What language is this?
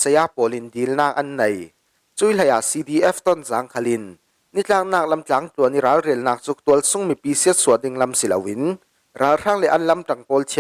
Falam Chin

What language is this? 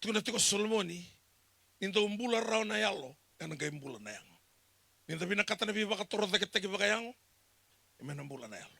Fijian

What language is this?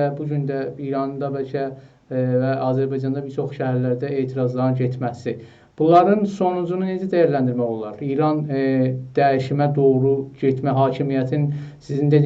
South Azerbaijani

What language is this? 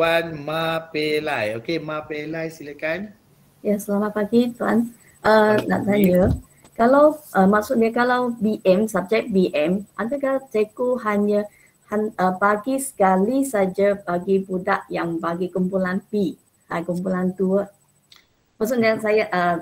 Malay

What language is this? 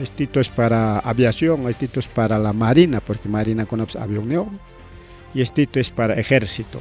Ayacucho Quechua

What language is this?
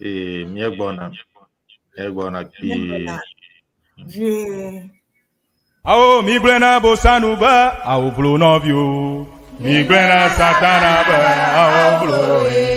Ewe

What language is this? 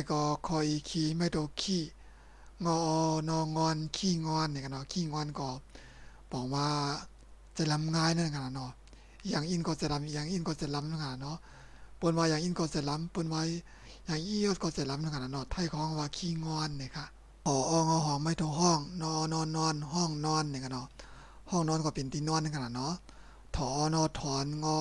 Shan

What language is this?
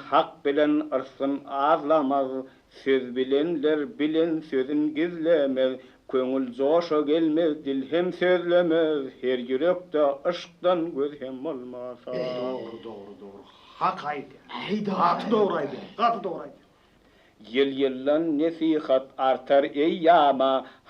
Turkmen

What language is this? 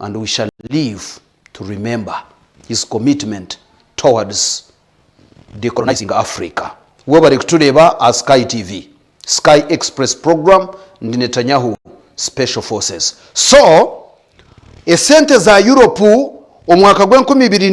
Nyankole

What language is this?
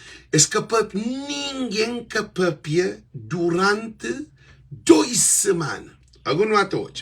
Kabuverdianu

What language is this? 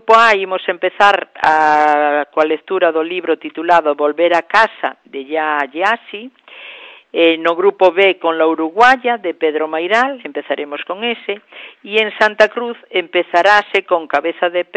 Galician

